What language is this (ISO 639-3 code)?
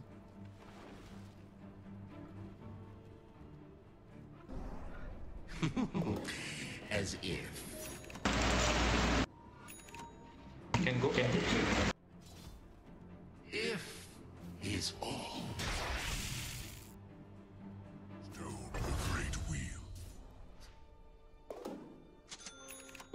ind